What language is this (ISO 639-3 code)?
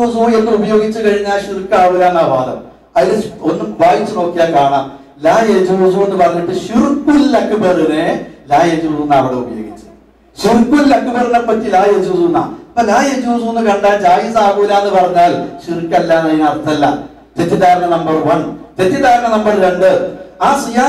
mal